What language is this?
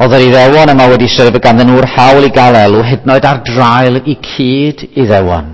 Welsh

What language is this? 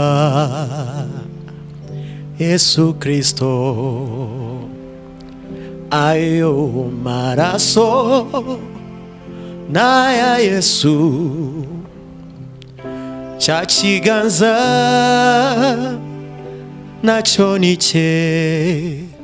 Kinyarwanda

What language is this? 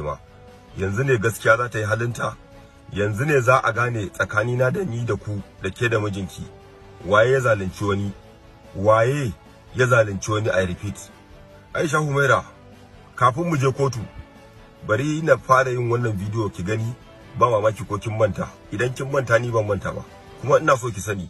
Hausa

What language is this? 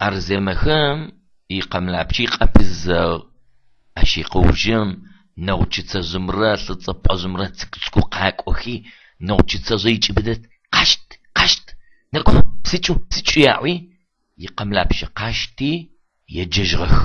Adyghe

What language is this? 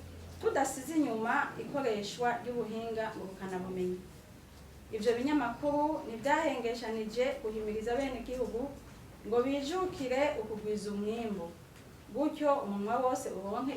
Rundi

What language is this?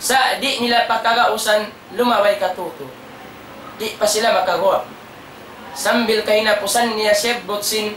Tausug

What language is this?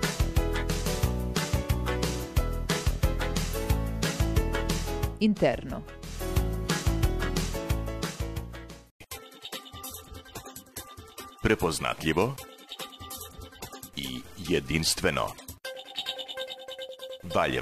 Serbian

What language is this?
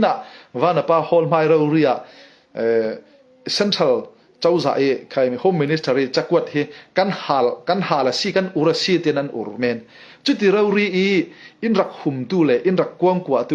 Falam Chin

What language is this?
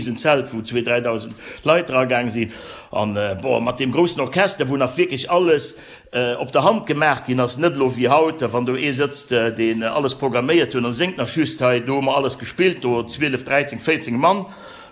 Luxembourgish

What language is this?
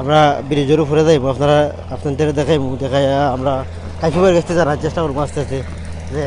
Sylheti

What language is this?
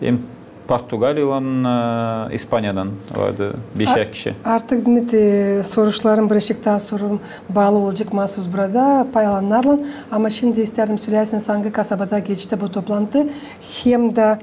Gagauz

